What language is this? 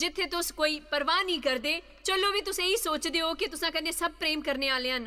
Dogri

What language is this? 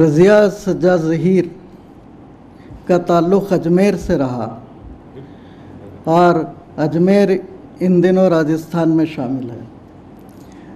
Urdu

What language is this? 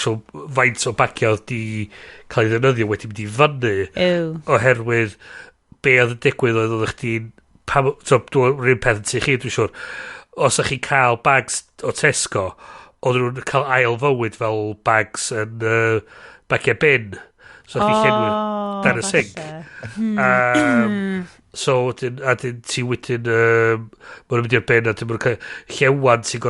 Welsh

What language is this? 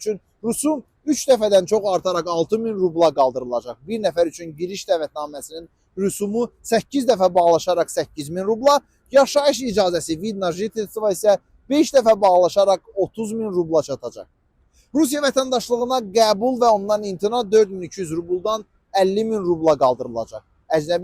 Azerbaijani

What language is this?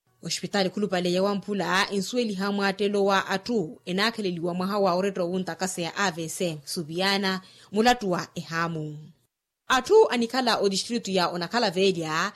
Makhuwa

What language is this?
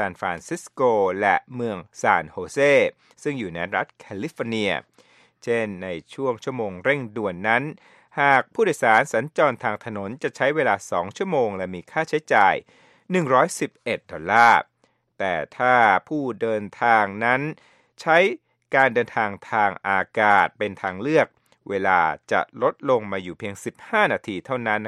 Thai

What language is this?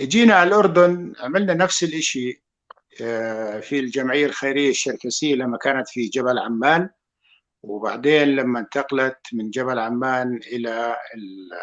North Levantine Arabic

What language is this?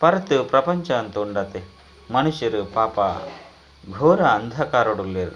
Tulu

